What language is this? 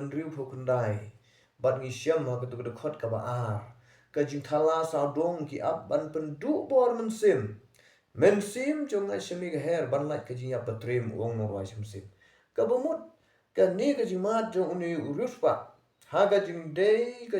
Khasi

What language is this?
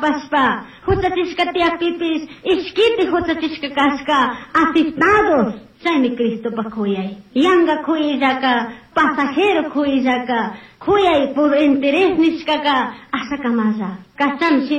Chimborazo Highland Quichua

